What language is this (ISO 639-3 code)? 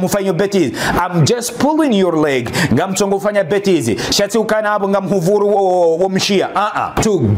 zdj